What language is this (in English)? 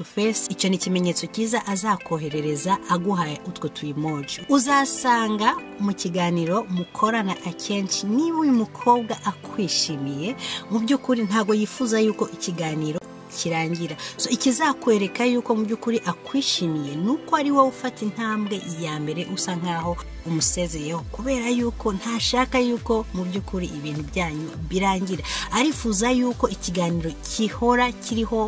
Kinyarwanda